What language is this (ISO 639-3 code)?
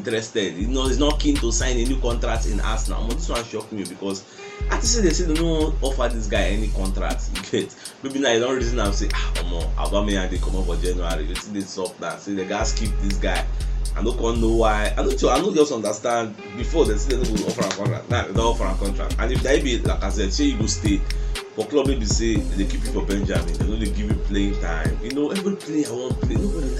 pcm